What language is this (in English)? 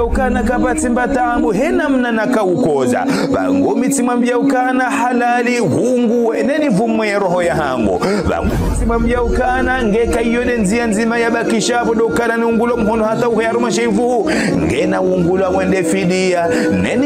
Ngazidja Comorian